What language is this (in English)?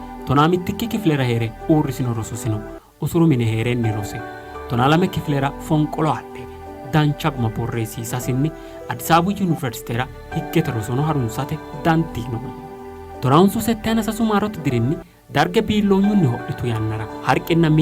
Sidamo